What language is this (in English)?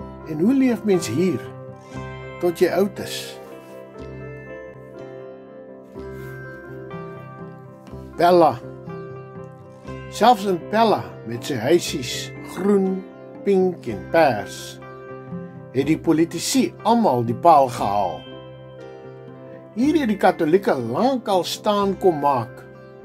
Afrikaans